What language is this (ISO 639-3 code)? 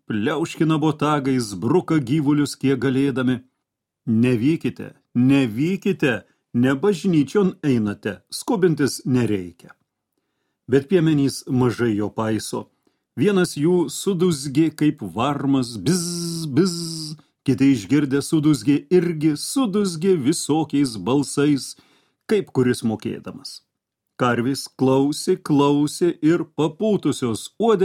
lit